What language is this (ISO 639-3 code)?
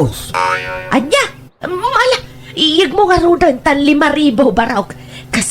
ilo